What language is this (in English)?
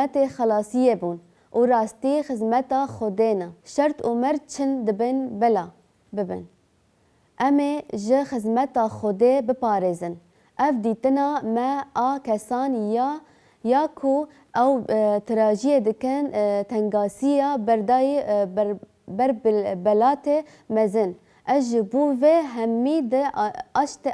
Kurdish